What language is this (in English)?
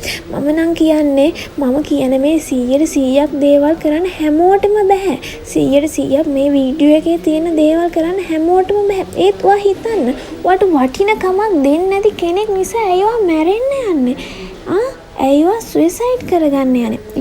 Sinhala